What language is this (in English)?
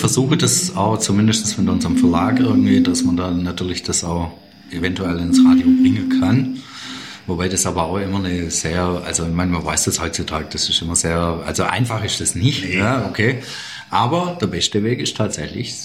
German